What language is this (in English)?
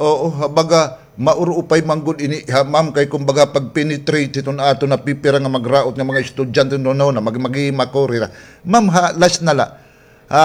Waray